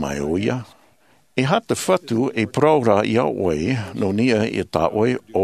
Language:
Tahitian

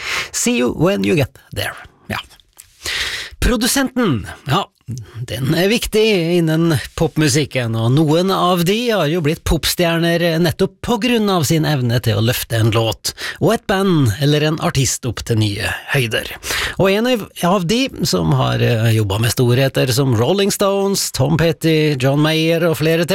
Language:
Norwegian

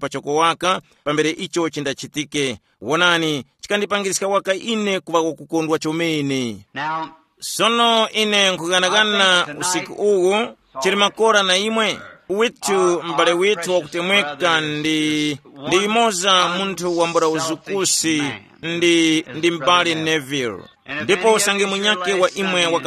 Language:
Tumbuka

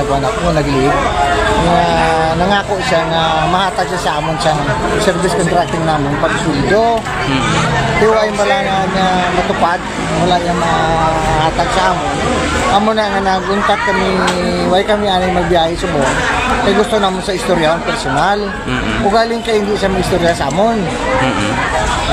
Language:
Hiligaynon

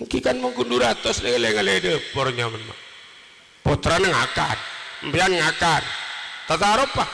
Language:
Madurese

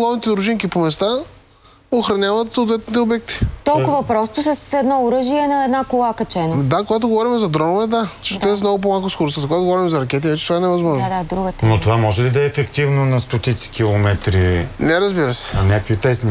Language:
Bulgarian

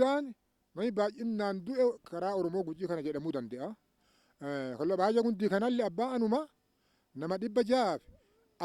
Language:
Oromo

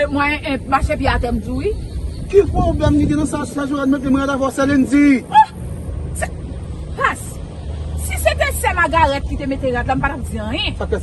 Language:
Haitian Creole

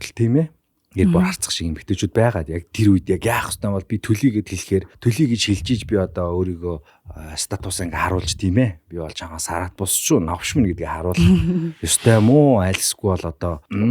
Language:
Mongolian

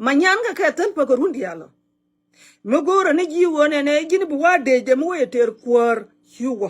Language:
Nuer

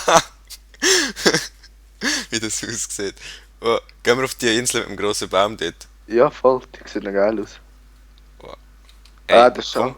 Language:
Swiss German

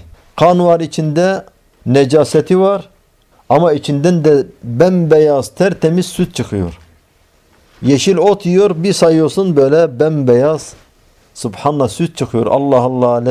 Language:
Turkish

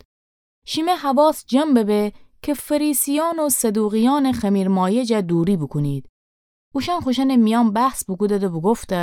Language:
Gilaki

